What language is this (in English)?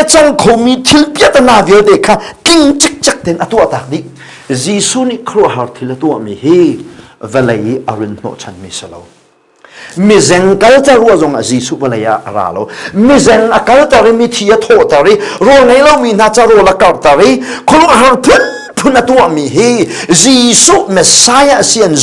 Hakha Chin